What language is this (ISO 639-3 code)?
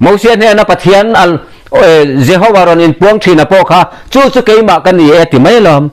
lus